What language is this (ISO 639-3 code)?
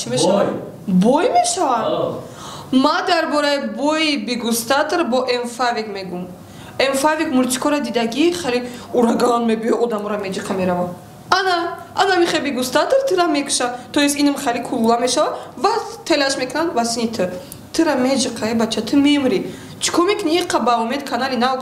tgk